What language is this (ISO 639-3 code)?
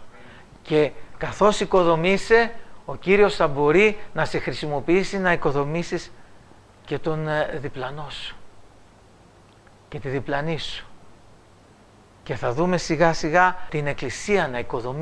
ell